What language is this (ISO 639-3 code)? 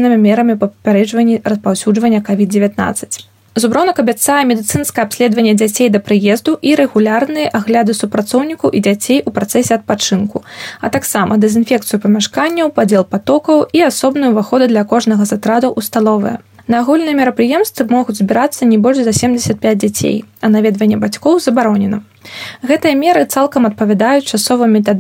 bel